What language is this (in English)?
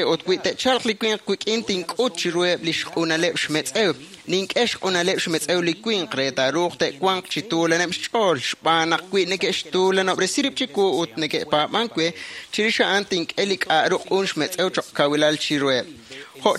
Kekchí